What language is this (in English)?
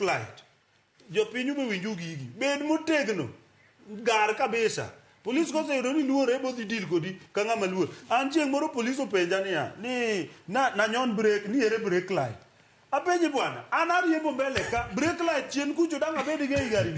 Luo (Kenya and Tanzania)